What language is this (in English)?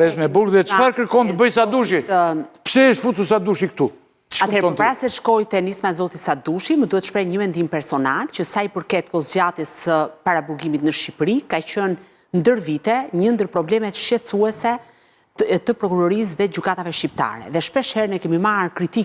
Albanian